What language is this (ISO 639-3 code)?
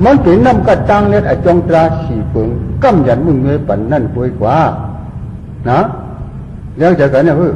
shn